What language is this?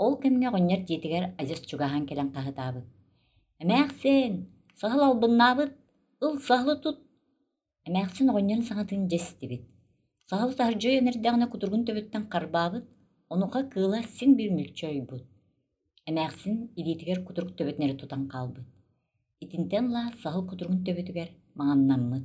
Yakut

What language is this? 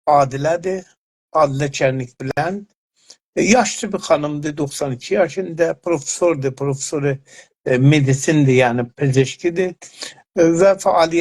South Azerbaijani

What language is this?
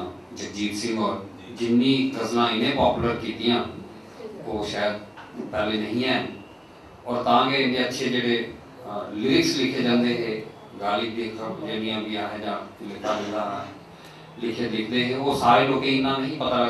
Dogri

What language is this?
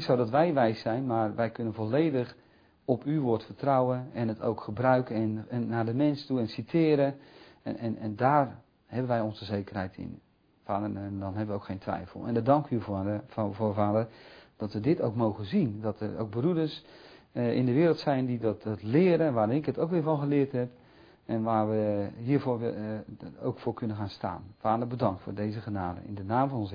Dutch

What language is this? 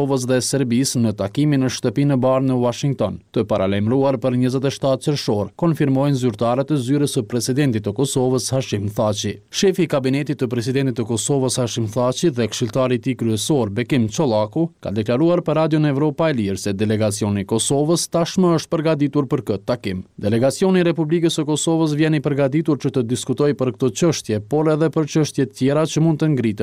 Albanian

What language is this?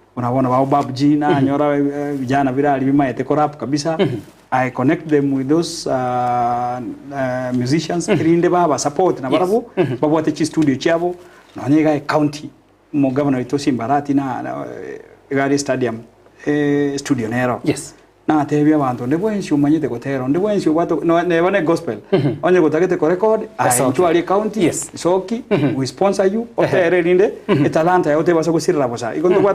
Gusii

